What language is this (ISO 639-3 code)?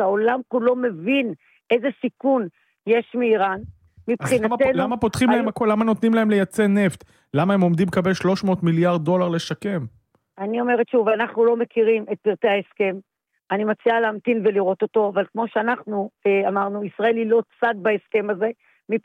heb